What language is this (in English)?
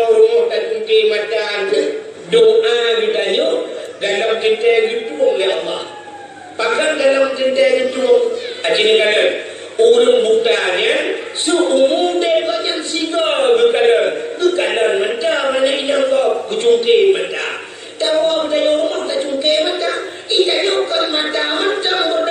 Achinese